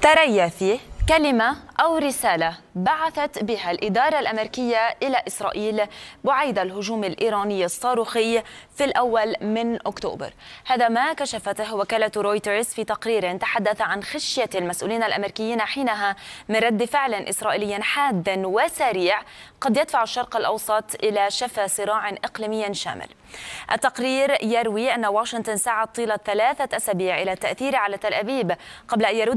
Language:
Arabic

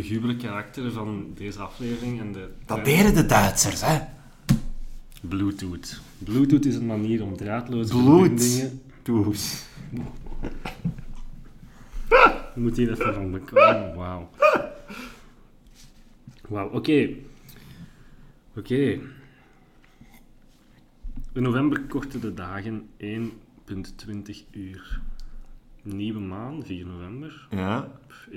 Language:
Dutch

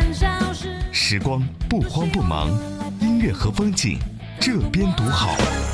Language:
Chinese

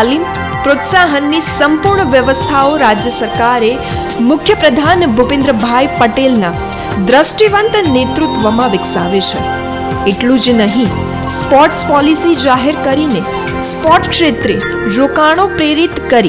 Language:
Gujarati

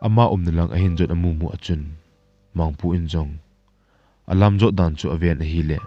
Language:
Thado Chin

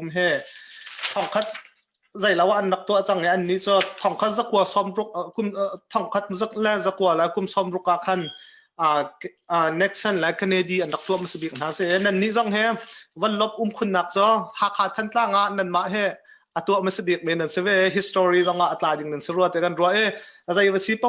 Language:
Hakha Chin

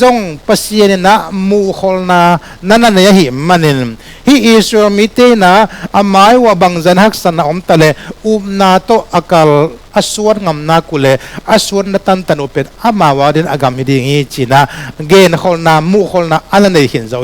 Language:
Tedim Chin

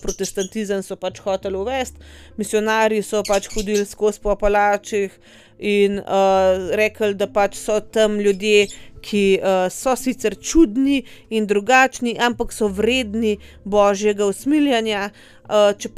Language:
Slovenian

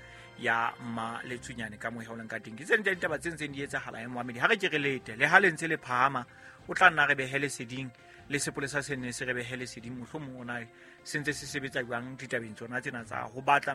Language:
Southern Sotho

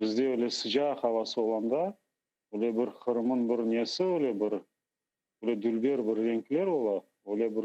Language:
Crimean Tatar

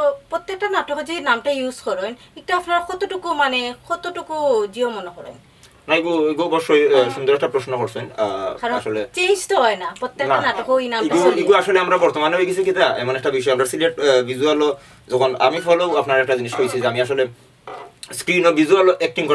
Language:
Sylheti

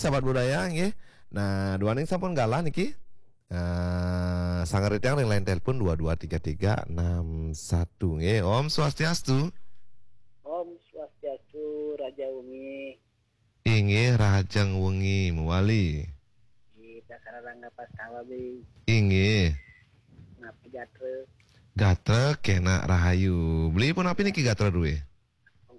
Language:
Balinese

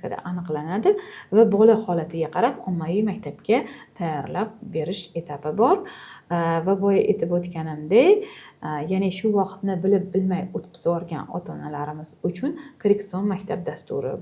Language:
Uzbek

